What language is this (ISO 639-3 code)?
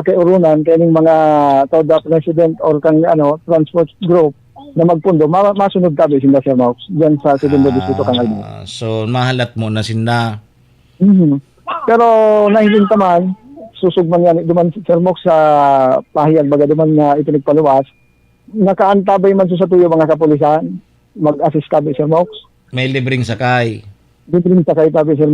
bik